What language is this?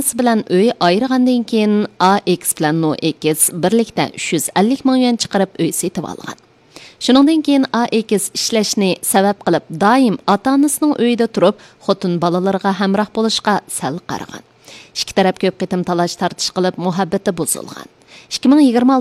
Uyghur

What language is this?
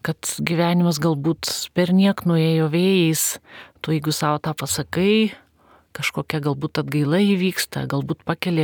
Lithuanian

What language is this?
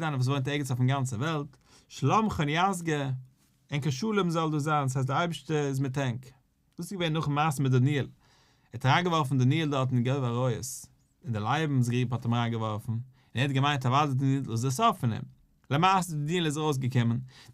Yiddish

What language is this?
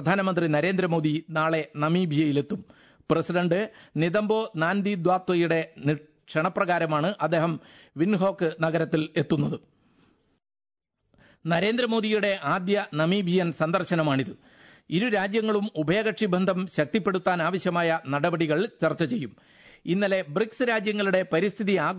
Malayalam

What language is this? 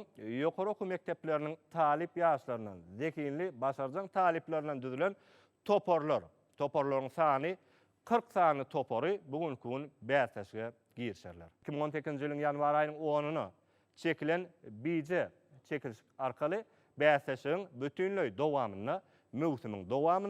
Turkmen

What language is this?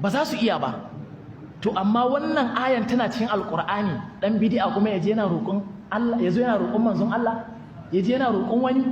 Hausa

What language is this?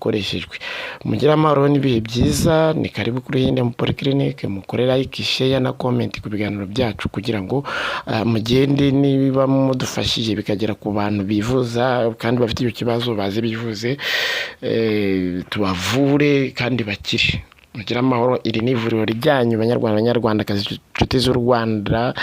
Kinyarwanda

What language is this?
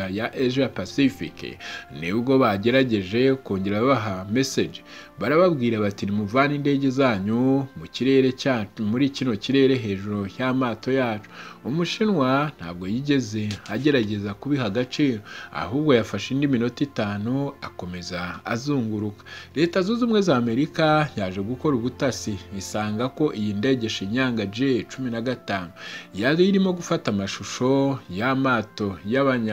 Kinyarwanda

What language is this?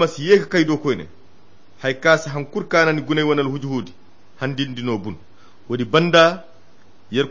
Koyra Chiini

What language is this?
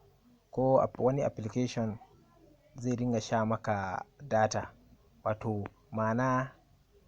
Hausa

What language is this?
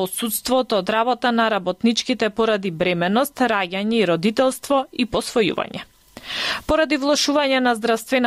Macedonian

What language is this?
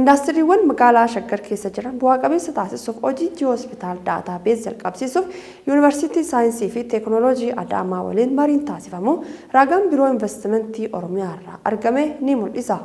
Oromo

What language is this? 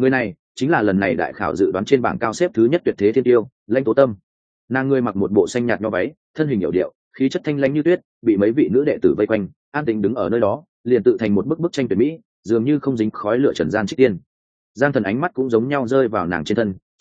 Vietnamese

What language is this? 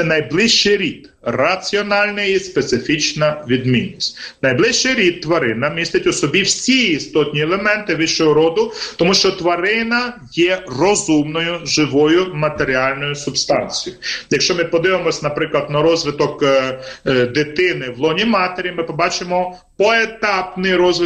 Ukrainian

